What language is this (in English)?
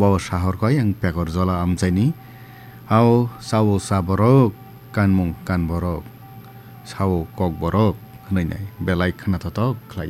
Kok Borok